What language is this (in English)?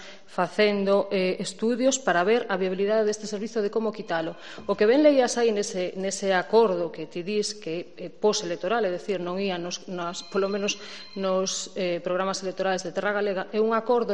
Galician